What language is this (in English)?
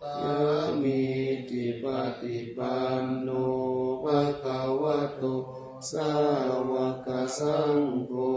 Pali